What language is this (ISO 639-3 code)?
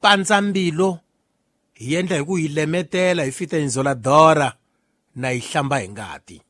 tso